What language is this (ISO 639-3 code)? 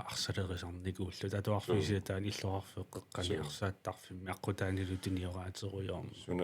kal